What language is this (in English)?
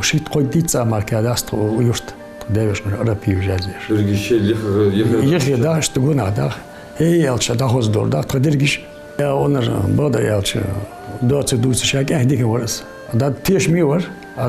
Ingush